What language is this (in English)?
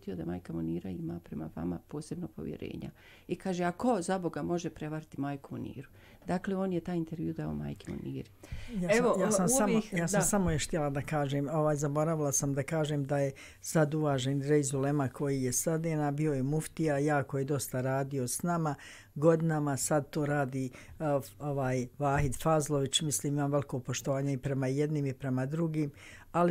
Bosnian